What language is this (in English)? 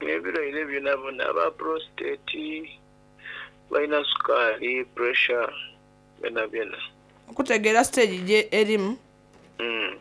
Soga